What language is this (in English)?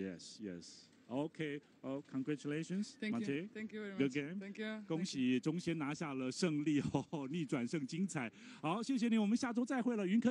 Chinese